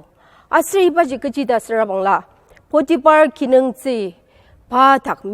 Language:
Ao Naga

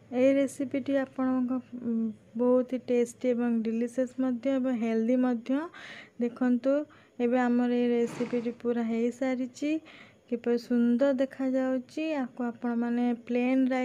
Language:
Odia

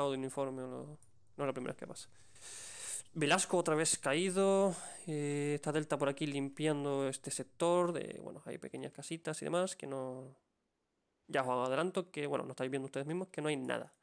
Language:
Spanish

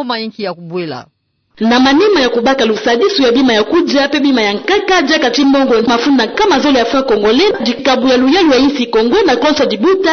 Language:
Kituba (Democratic Republic of Congo)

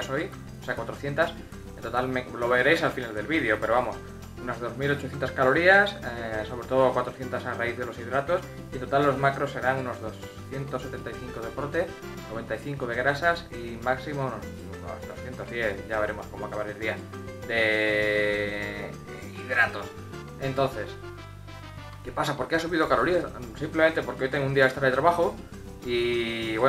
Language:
Spanish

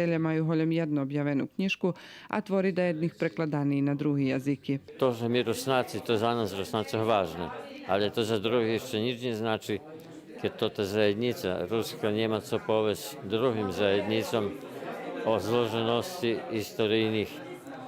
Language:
Rusyn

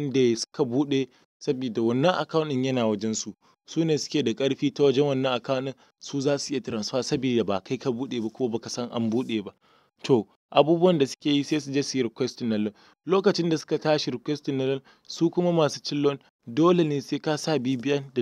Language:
Hausa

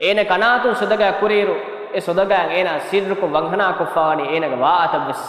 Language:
Divehi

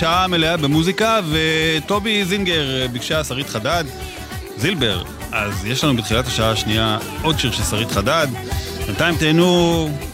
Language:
Hebrew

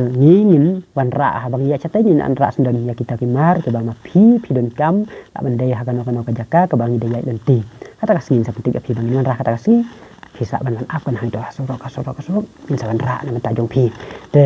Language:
Khasi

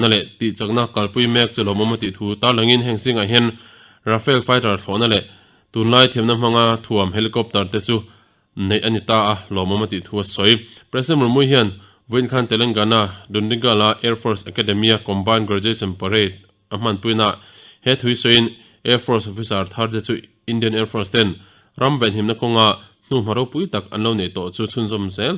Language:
Mizo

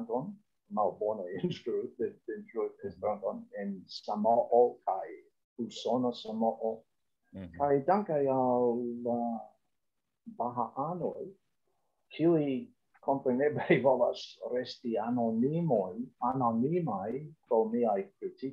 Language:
Esperanto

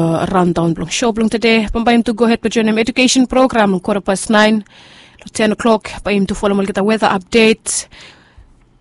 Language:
Bislama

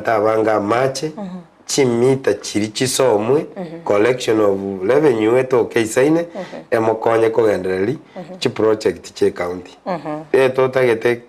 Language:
Gusii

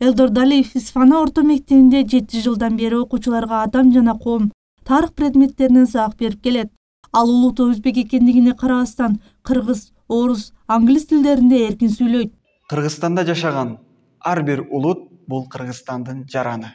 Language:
Kyrgyz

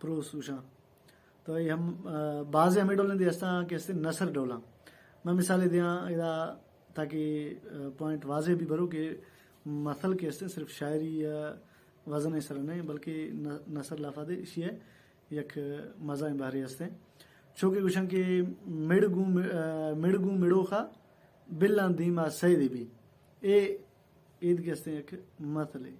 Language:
Baluchi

